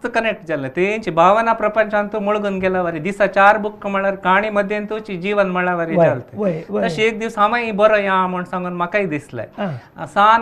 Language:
Konkani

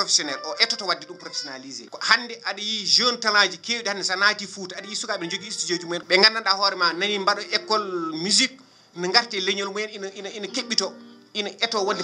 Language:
Fula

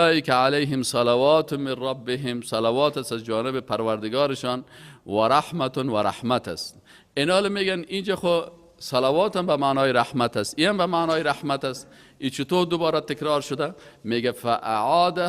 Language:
Persian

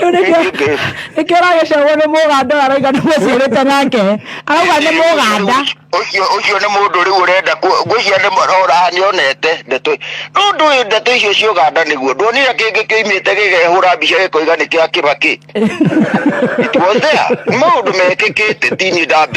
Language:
Kikuyu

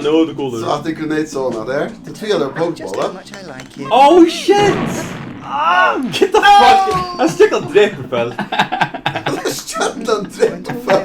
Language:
Faroese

